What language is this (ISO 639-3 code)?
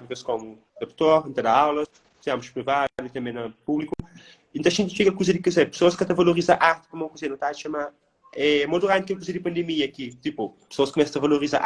kea